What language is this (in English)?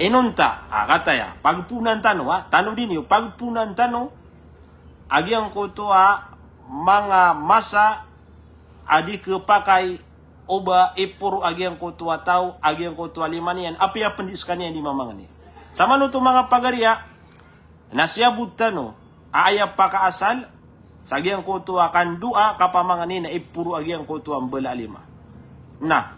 Maranao